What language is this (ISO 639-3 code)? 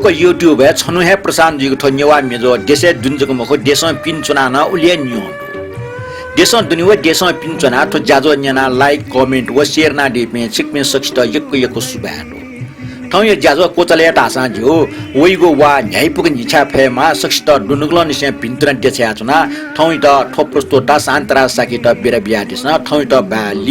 new